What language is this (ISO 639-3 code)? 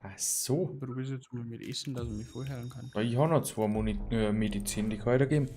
bar